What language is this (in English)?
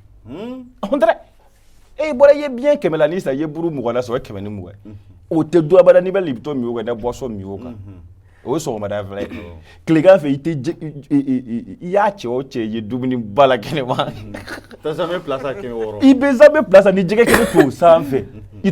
Bambara